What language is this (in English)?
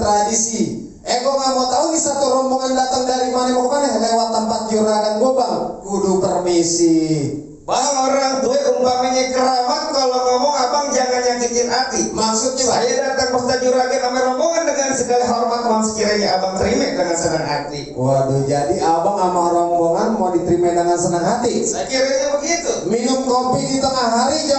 Betawi